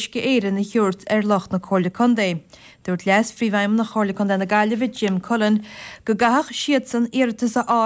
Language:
Irish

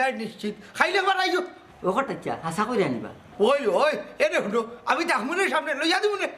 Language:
Sylheti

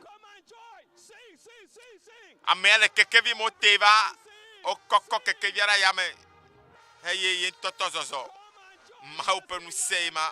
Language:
Ewe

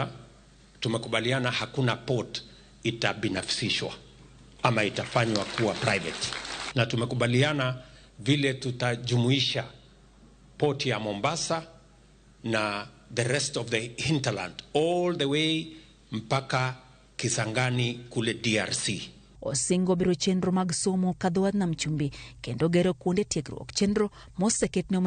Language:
Luo (Kenya and Tanzania)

